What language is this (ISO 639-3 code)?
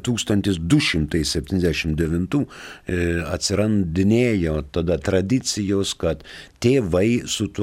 lit